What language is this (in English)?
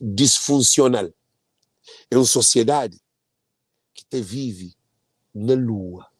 Kabuverdianu